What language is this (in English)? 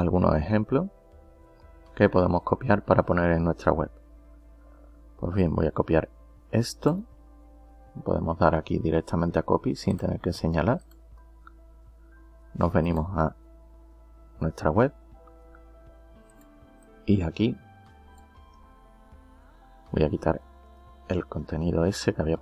Spanish